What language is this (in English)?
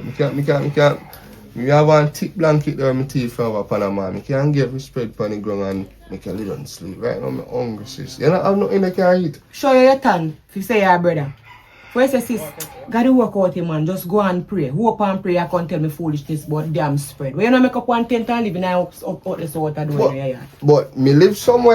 Jamaican Creole English